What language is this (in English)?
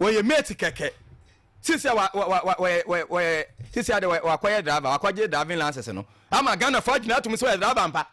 Akan